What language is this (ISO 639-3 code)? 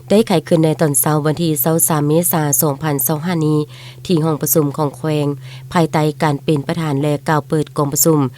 lao